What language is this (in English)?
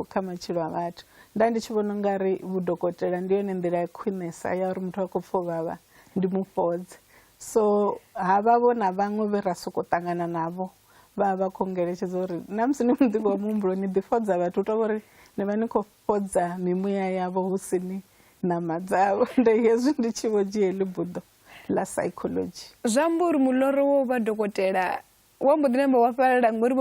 Venda